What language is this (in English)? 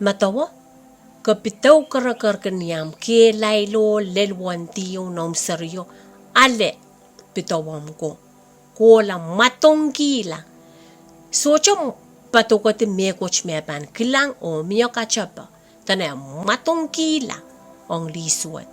Pohnpeian